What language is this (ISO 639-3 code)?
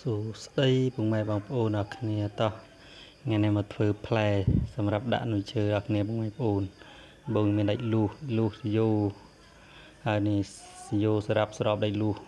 khm